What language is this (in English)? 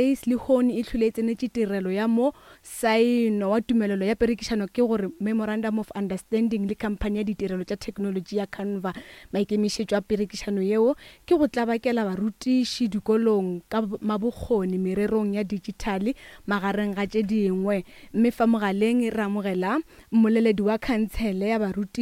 Northern Sotho